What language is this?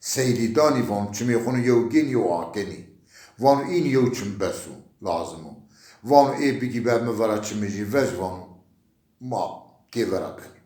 Zaza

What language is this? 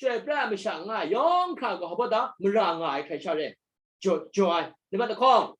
Kachin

